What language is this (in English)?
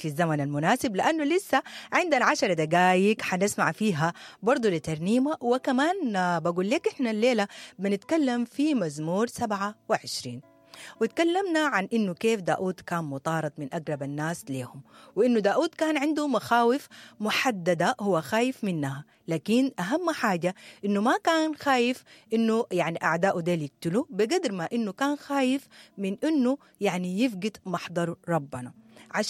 Sudanese Arabic